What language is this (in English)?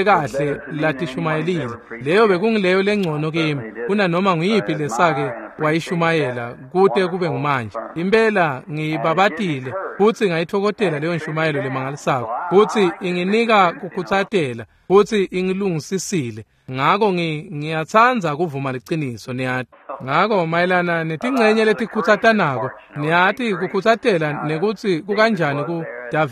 Swati